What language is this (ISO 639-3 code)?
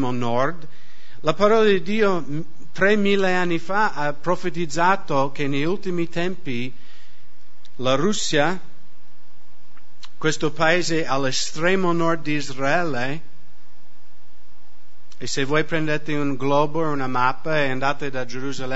ita